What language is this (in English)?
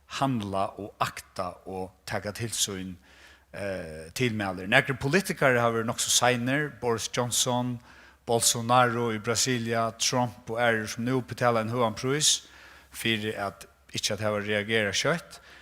Faroese